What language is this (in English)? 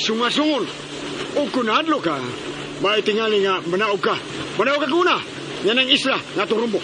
Cebuano